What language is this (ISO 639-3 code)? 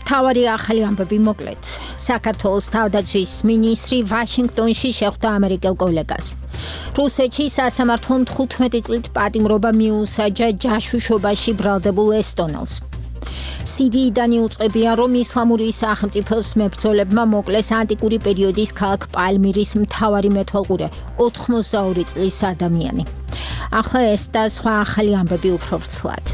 kat